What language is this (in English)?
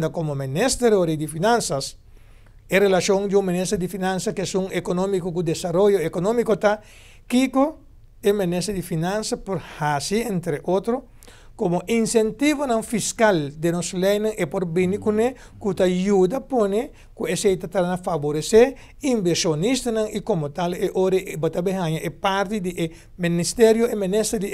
Papiamento